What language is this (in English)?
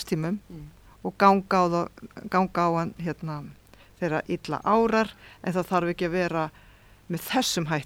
Icelandic